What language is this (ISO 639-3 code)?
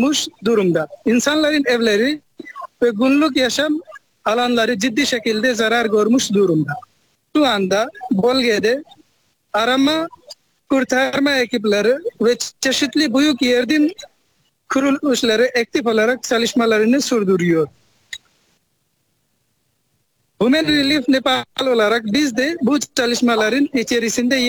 tur